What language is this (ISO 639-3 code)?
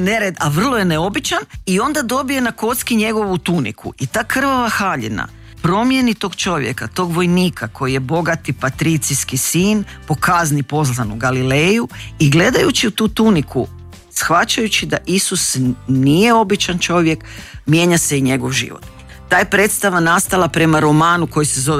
hrv